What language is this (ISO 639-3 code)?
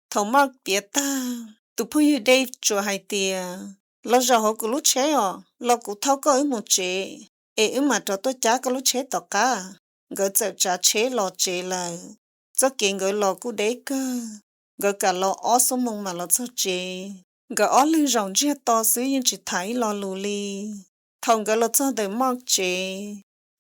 hmn